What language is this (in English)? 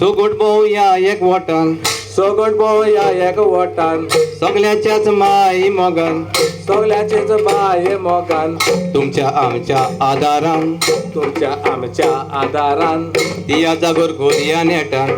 Konkani